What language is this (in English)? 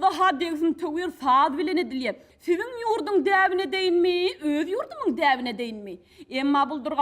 Turkmen